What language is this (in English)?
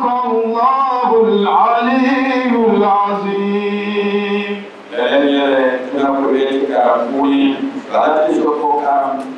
Dagbani